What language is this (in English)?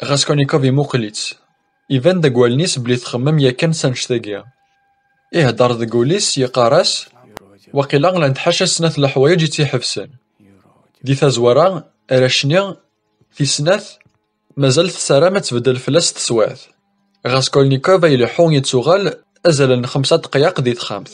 Kabyle